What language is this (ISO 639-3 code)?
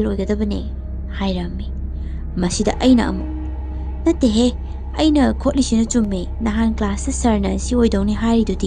mni